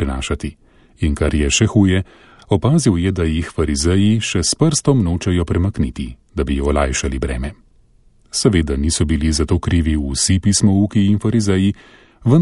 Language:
Slovenian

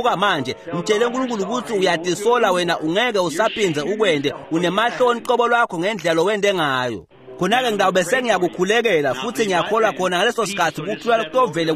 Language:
Swati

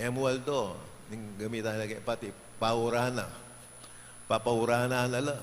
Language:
Pampanga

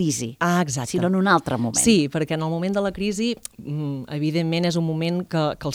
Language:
Catalan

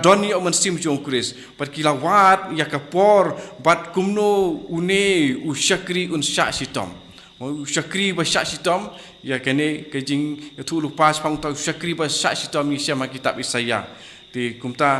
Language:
Khasi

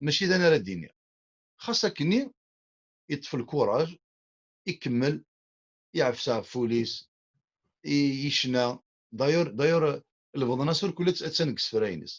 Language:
Kabyle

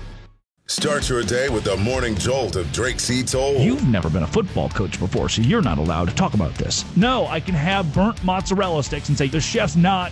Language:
English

